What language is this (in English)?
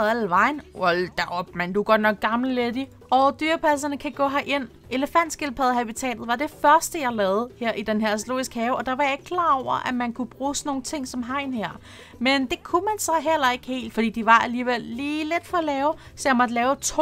Danish